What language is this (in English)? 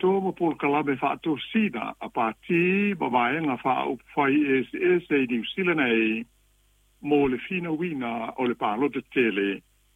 Samoan